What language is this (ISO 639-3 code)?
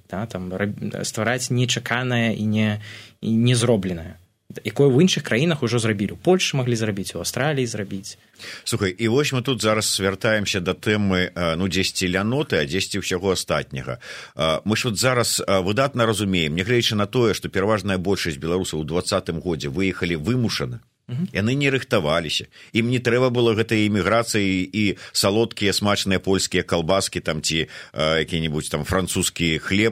bel